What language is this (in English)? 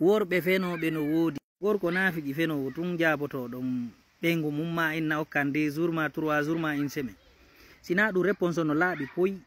Fula